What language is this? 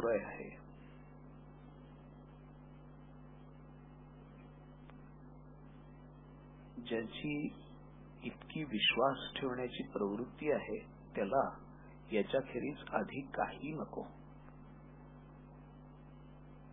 Marathi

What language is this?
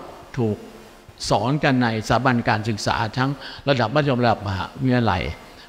Thai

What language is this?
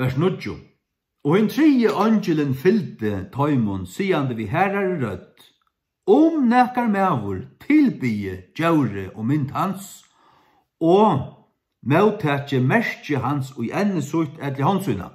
Faroese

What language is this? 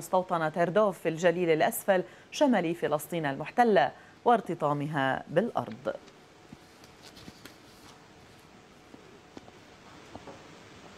Arabic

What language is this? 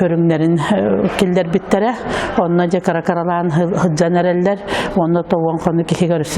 Yakut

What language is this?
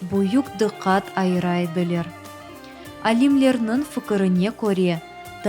Crimean Tatar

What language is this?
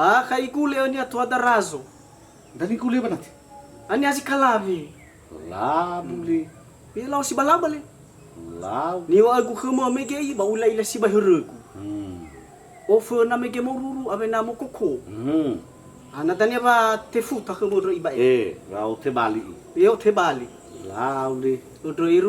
Nias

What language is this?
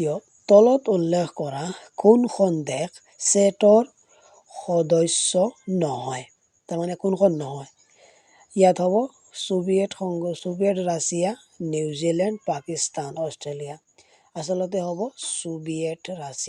Assamese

